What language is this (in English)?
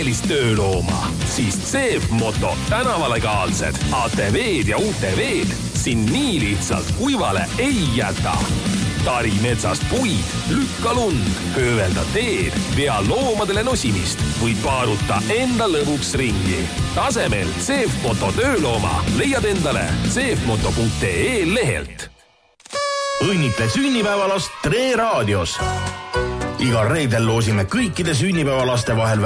Estonian